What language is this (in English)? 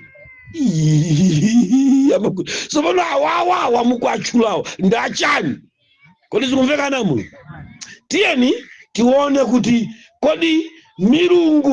Nyanja